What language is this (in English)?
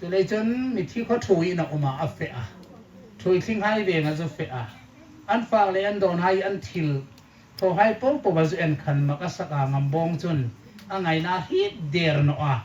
Hmar